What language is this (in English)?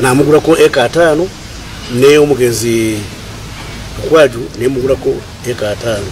Ganda